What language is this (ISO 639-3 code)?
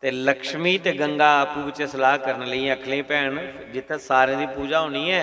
doi